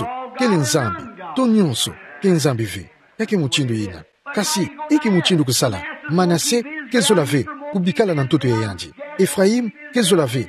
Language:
Kituba (Democratic Republic of Congo)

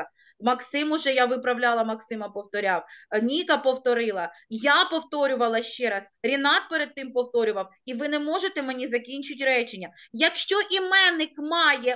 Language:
Ukrainian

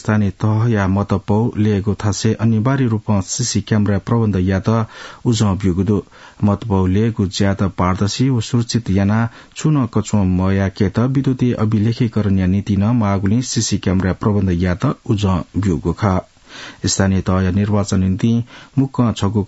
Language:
Newari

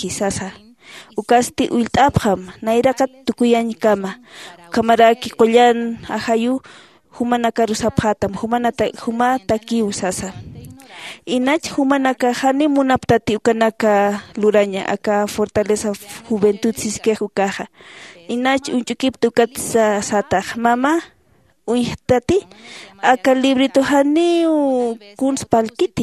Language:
Aymara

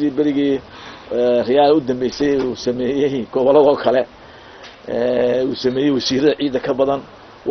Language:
Somali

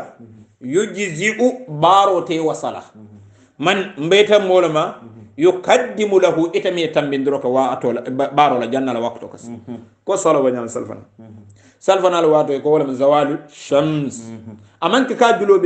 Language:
Hausa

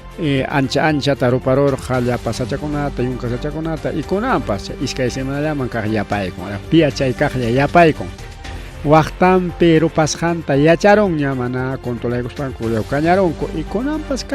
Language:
Ayacucho Quechua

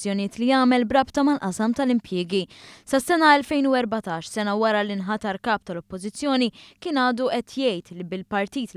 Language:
Maltese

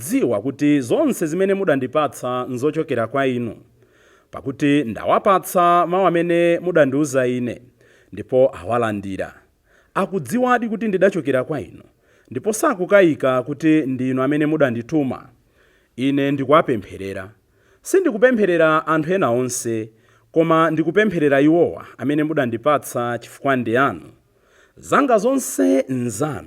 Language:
Nyanja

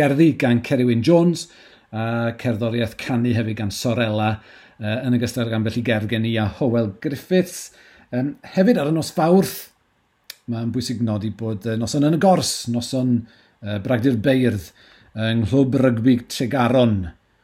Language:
Welsh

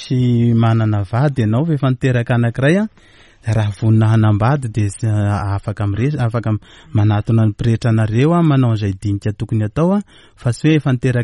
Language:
Malagasy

